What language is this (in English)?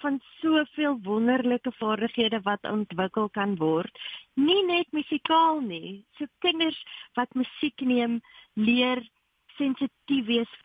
Afrikaans